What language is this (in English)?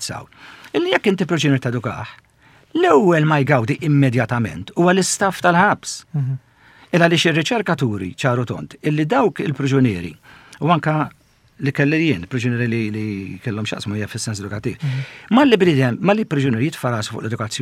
Maltese